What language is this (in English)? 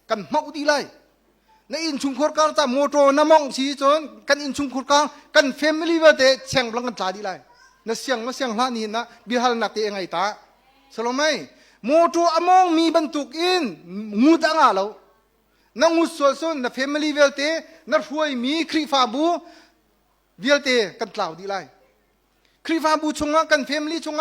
Hakha Chin